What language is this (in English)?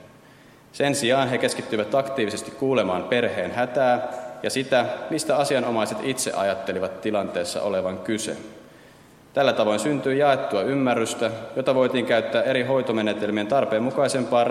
Finnish